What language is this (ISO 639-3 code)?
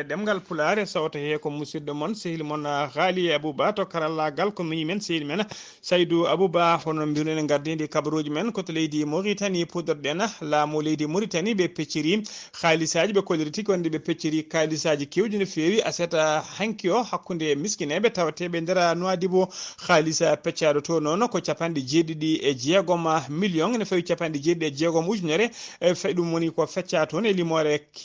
ful